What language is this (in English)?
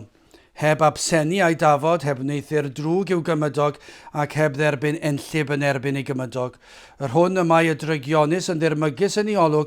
Welsh